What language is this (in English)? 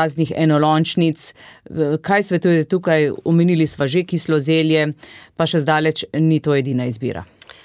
Slovenian